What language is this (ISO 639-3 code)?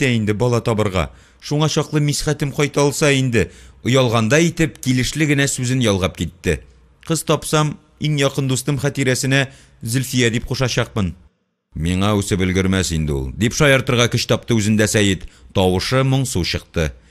tat